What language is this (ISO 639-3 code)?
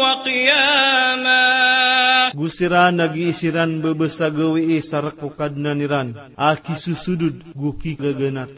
mrw